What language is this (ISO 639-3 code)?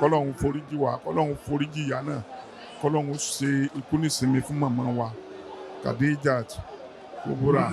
yor